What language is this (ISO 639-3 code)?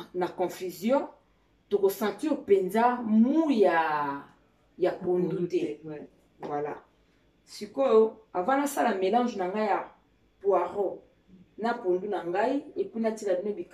lin